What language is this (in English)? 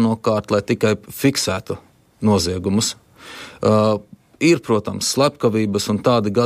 Latvian